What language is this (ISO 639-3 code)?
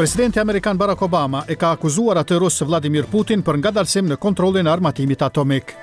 sqi